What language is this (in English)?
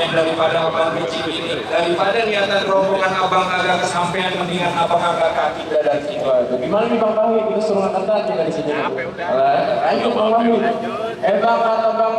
Betawi